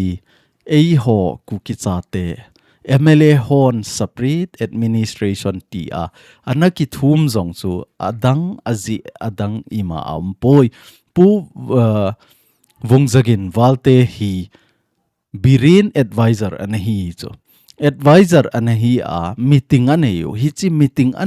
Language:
Thado Chin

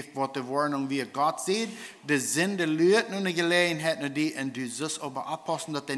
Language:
Plautdietsch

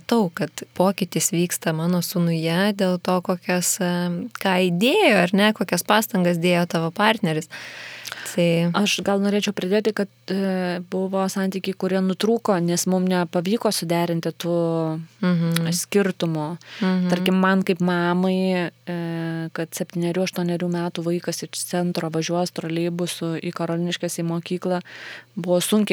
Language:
Lithuanian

